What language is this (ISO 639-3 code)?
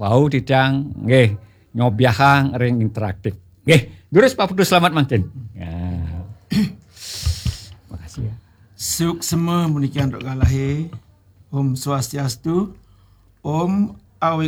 ban